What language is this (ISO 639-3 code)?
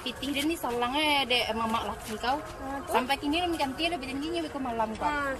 min